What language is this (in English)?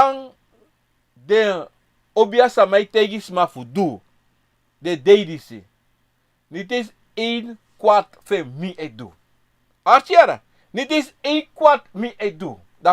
Sranan Tongo